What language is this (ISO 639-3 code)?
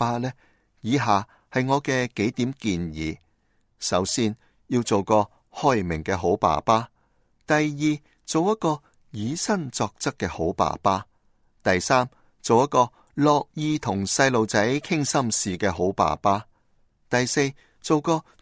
yue